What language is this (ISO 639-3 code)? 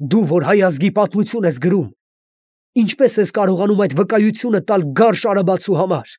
hye